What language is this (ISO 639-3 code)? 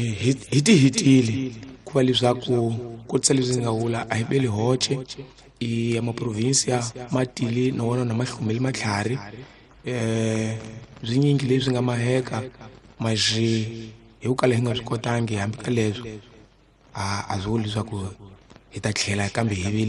tso